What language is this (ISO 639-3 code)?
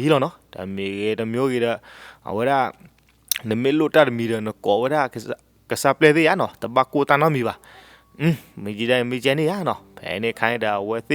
ksw